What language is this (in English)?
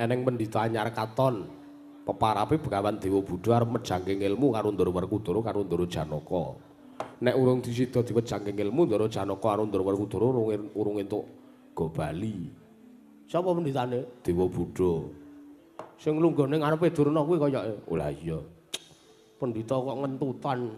Javanese